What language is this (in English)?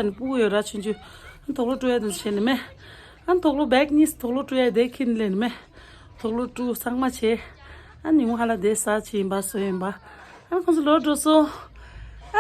Tibetan